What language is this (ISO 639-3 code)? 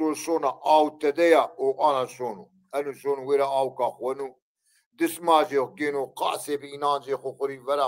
zza